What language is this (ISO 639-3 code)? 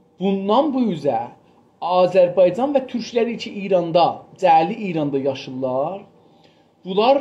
azb